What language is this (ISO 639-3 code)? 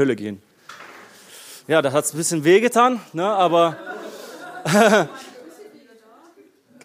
deu